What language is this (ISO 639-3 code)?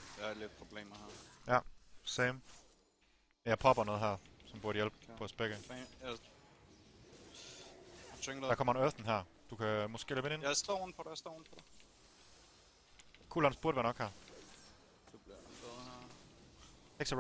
dan